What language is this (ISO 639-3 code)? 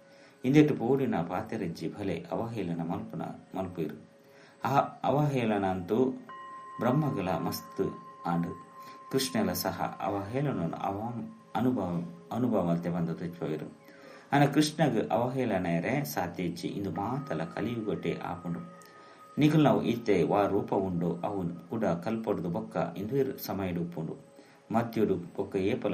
tcy